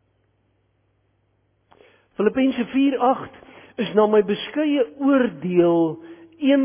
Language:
Afrikaans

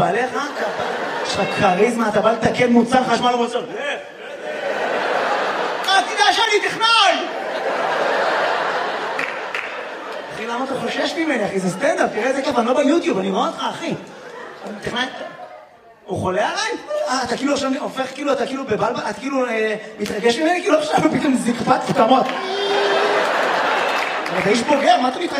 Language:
Hebrew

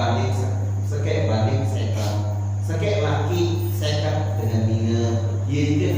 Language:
Sasak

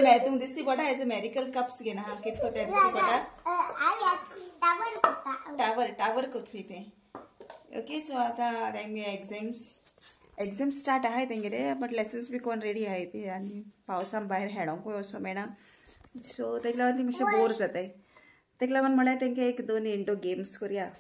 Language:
Konkani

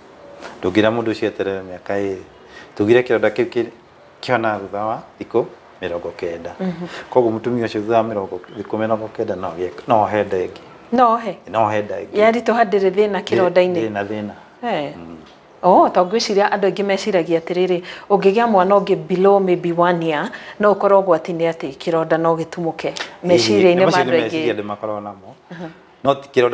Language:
Kikuyu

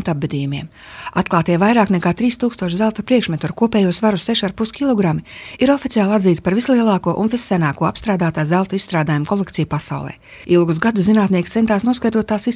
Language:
Latvian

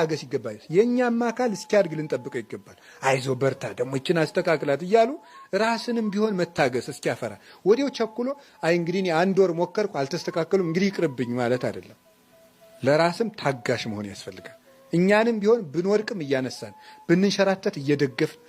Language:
Amharic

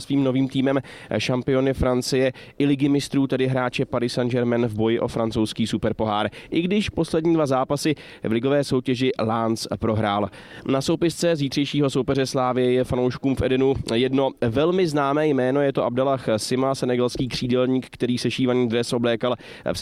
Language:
Czech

